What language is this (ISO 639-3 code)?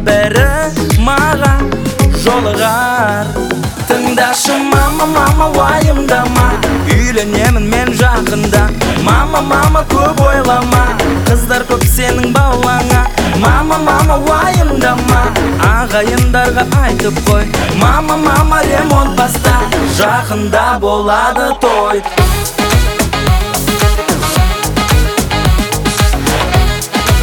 kaz